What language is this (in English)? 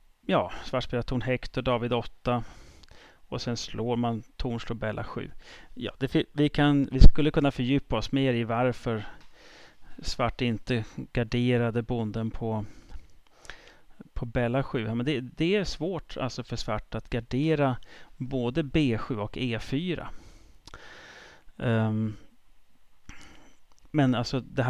Swedish